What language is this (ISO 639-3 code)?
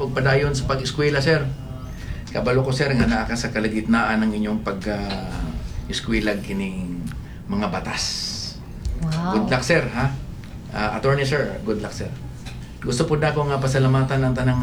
ceb